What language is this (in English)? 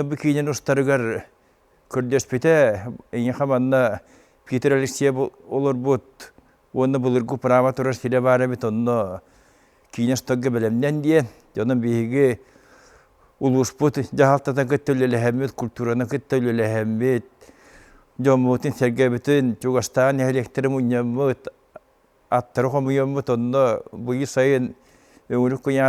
Yakut